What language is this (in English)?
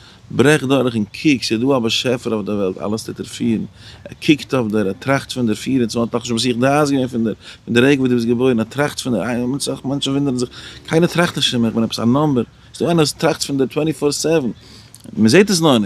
Yiddish